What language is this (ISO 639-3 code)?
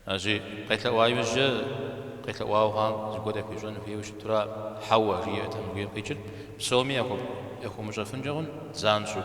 kbd